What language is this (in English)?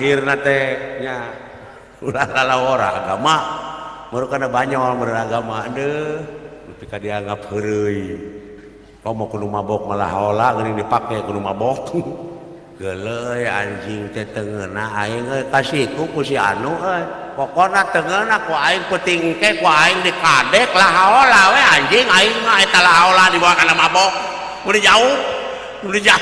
Sundanese